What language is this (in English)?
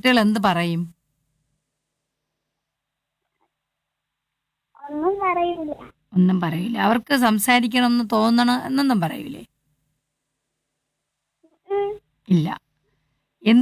Malayalam